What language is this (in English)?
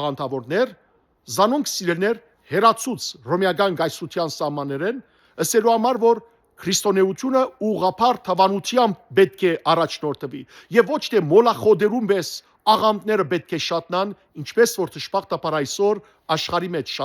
Western Armenian